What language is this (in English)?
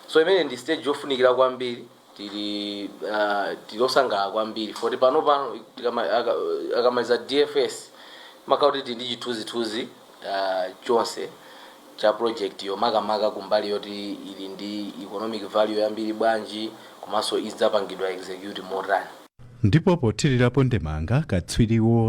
Nyanja